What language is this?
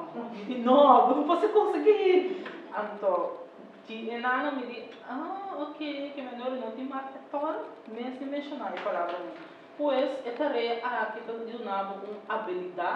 Papiamento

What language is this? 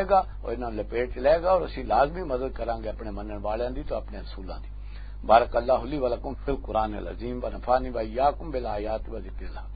Western Panjabi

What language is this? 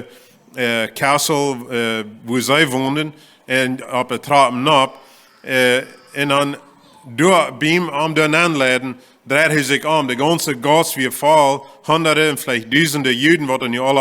Plautdietsch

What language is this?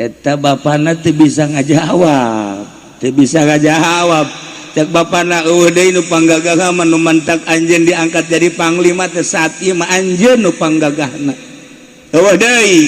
Sundanese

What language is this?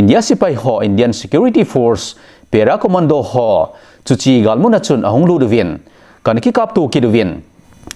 Thado Chin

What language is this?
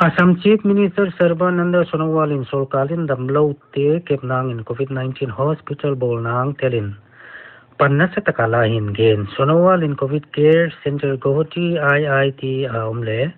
Paite Chin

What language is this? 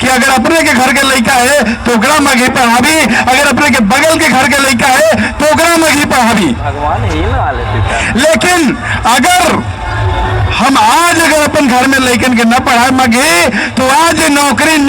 Magahi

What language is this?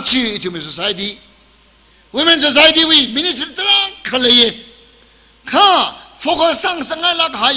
Tangkhul Naga (India)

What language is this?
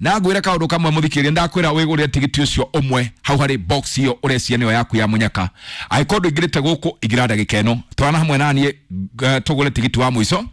Kikuyu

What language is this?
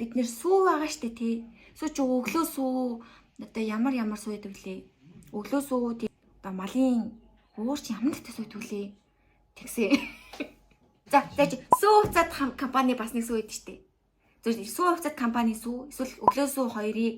Mongolian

